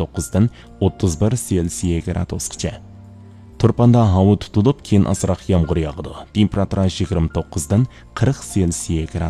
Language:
Uyghur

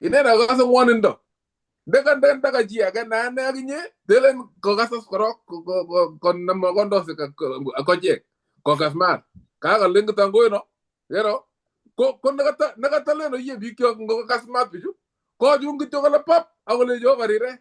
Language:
Kalenjin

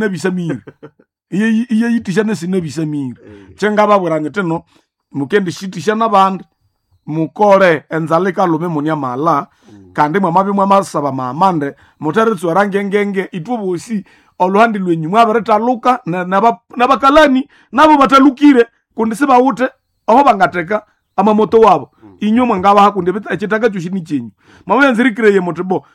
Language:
Nande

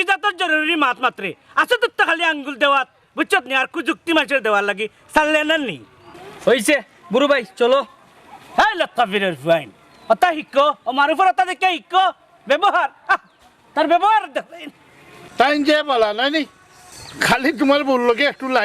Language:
Sylheti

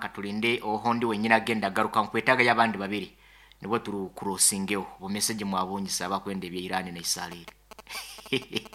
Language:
Nyankole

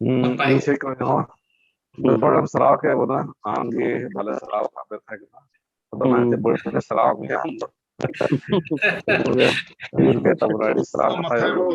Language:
Santali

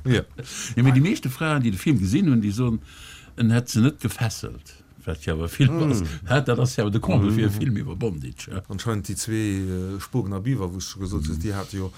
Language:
Luxembourgish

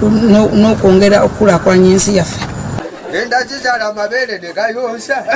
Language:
Ganda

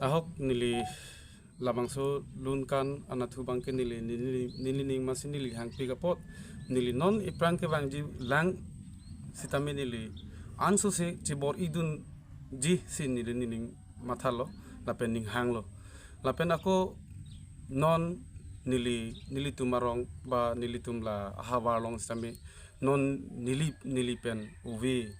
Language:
Karbi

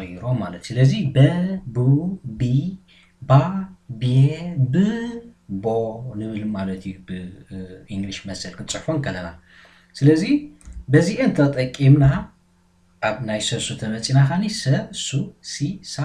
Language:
Tigrinya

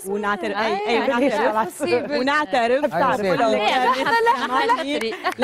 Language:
Tunisian Arabic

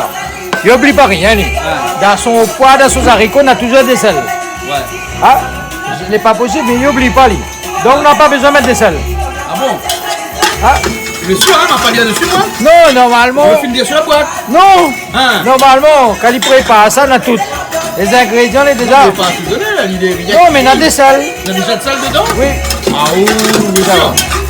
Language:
Réunion Creole French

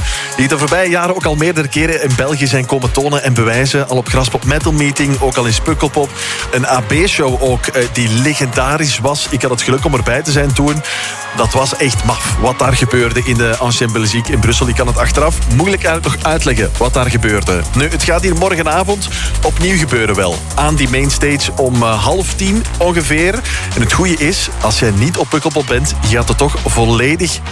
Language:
Dutch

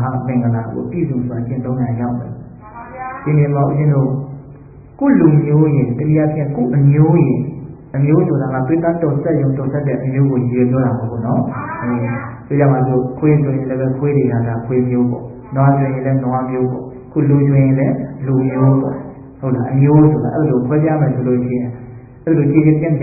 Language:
Burmese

